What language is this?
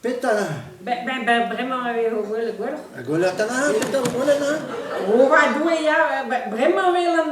Breton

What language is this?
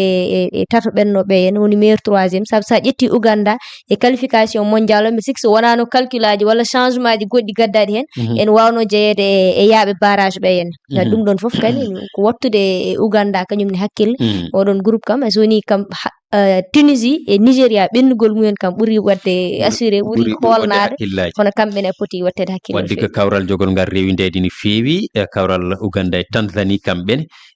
Fula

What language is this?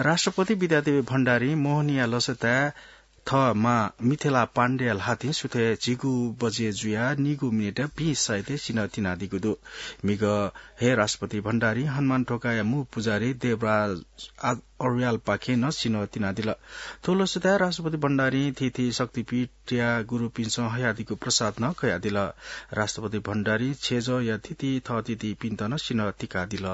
Newari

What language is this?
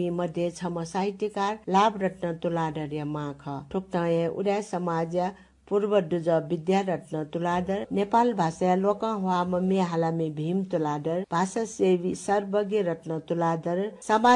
Newari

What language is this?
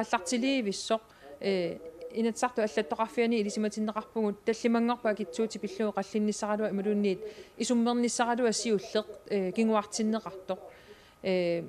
Kalaallisut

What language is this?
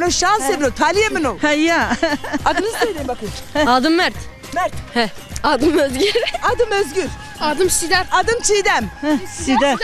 Zaza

